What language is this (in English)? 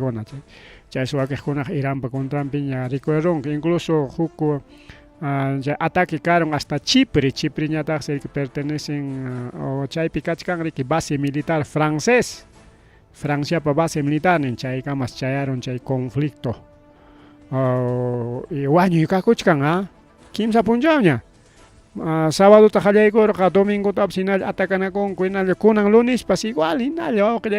Ayacucho Quechua